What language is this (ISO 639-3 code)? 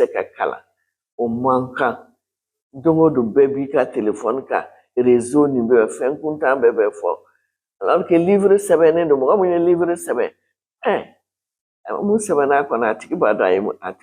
bam